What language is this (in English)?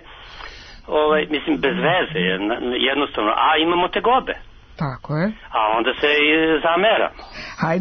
Serbian